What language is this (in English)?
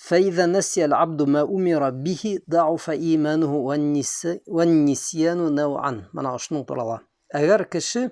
Bashkir